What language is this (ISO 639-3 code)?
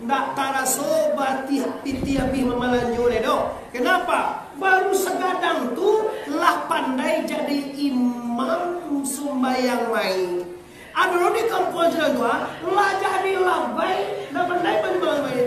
min